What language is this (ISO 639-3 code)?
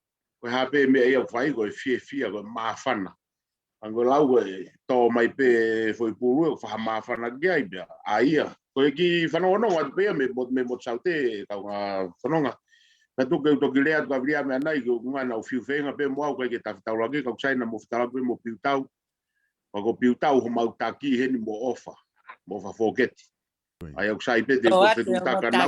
ton